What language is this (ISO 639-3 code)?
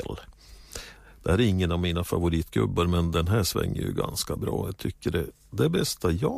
swe